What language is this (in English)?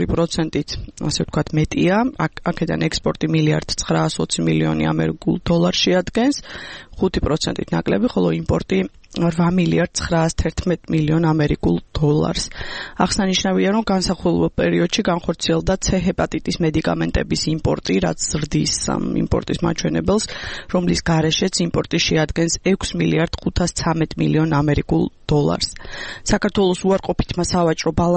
Georgian